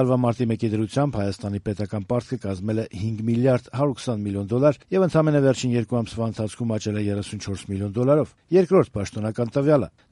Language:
Armenian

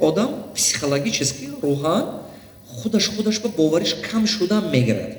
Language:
Tajik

